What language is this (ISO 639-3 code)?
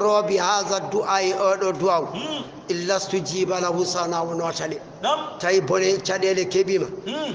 ful